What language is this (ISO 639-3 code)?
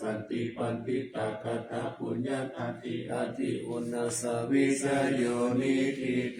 pli